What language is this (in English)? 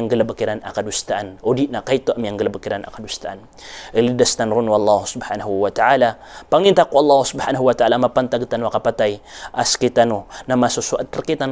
Maranao